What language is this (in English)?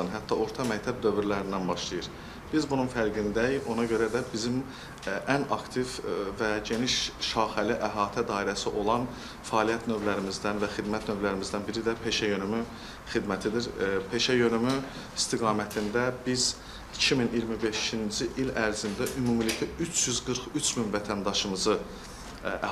Azerbaijani